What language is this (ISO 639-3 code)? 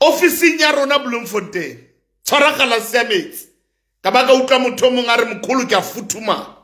sot